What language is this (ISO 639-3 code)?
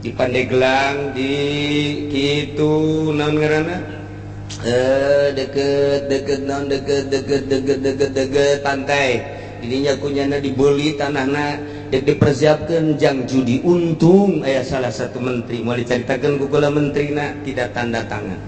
sun